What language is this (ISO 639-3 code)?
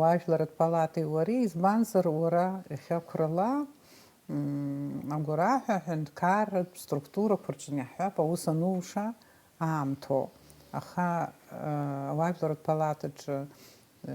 abk